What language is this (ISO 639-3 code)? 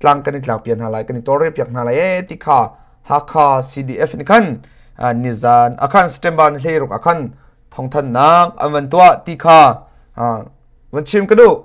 cnh